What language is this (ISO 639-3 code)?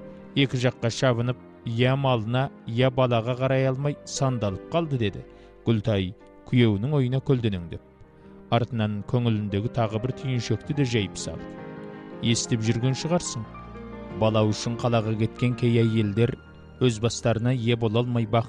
kaz